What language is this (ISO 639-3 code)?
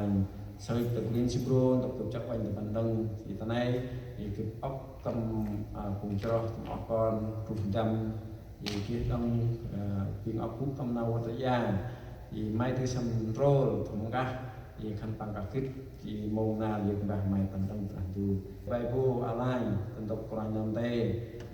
cmo